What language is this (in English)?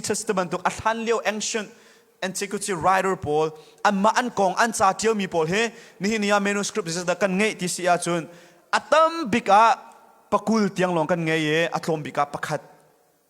Hakha Chin